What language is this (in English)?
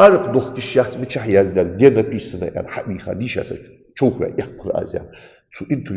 Ingush